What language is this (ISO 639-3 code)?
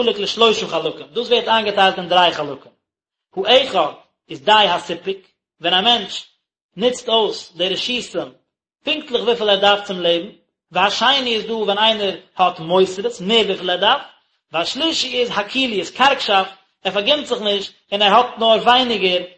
yid